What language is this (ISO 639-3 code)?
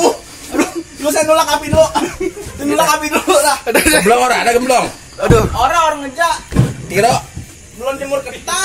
bew